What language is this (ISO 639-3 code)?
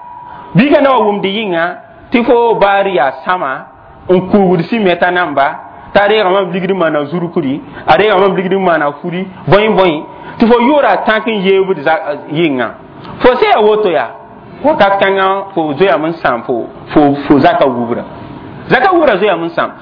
mos